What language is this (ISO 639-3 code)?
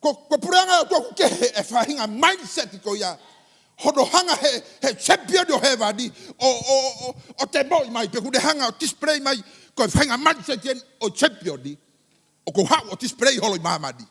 ton